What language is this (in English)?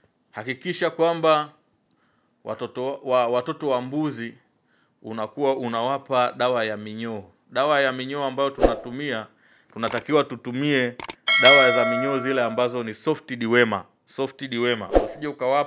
Swahili